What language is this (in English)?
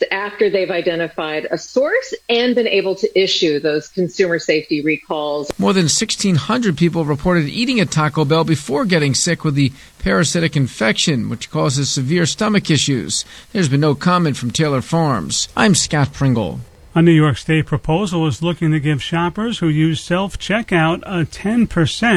English